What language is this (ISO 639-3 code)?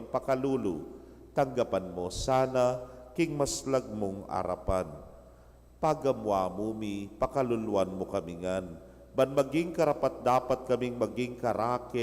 pam